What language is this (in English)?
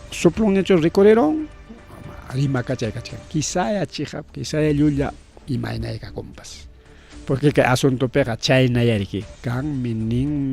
Ayacucho Quechua